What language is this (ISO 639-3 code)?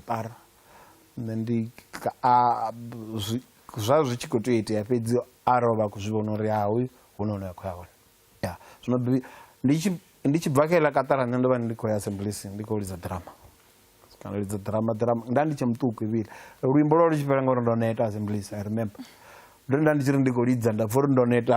ven